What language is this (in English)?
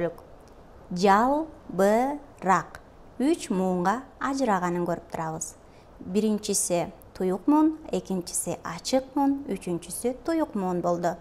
Kyrgyz